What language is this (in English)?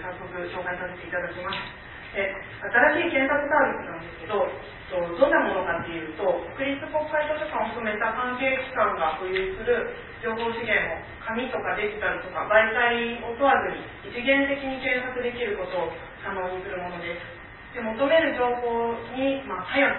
Japanese